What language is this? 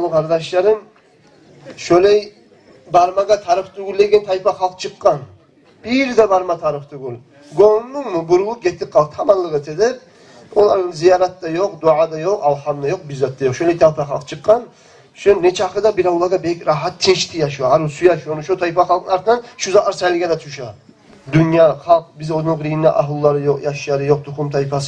Kumyk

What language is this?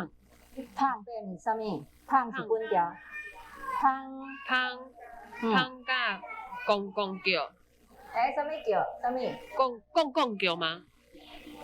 Min Nan Chinese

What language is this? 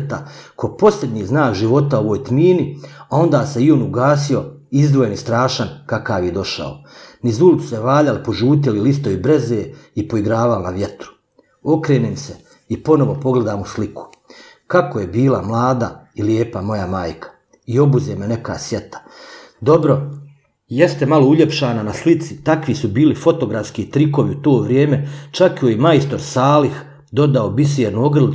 Bosnian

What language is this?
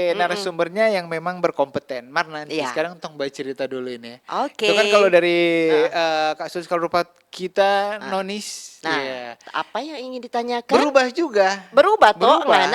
Manado Malay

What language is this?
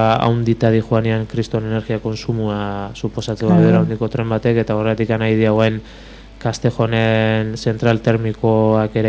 Basque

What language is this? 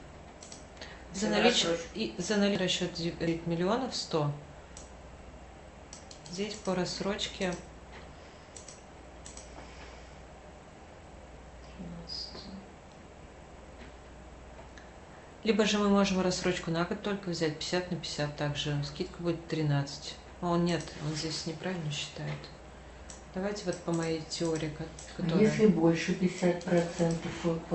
Russian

